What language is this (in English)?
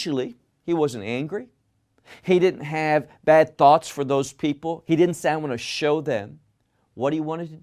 English